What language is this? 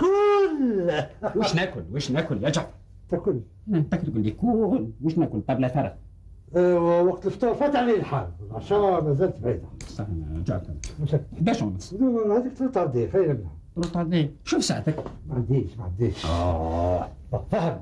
Algerian Arabic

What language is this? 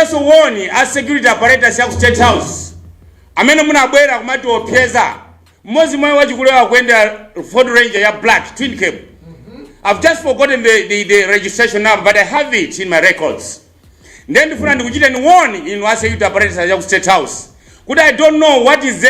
Nyanja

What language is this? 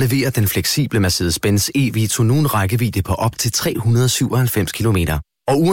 Danish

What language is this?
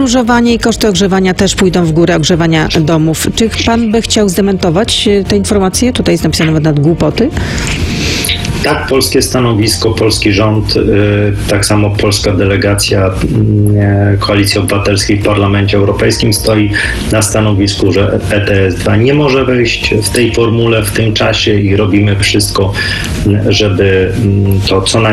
Polish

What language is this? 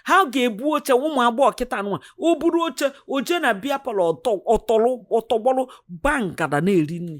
Igbo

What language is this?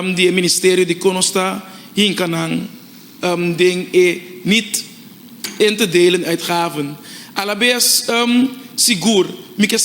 Papiamento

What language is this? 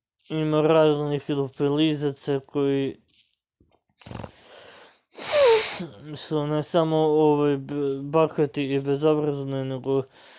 Serbian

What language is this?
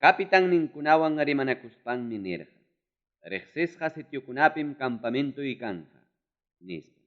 Ayacucho Quechua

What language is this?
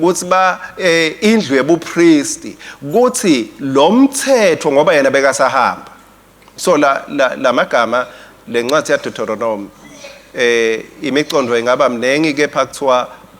Swati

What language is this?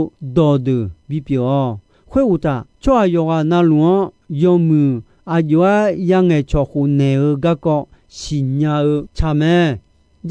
Akha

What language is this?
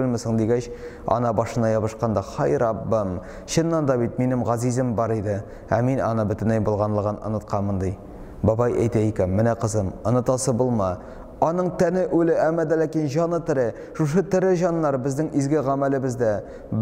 Tatar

